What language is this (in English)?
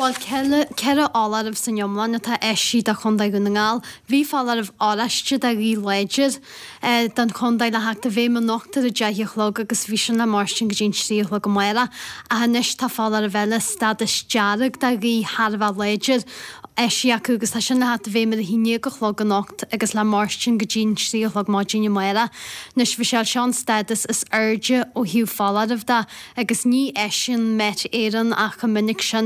Irish